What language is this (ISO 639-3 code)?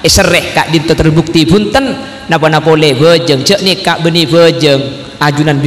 mad